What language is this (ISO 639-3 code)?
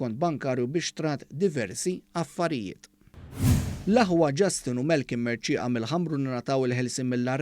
mlt